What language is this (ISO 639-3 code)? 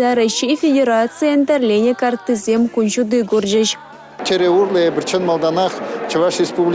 chv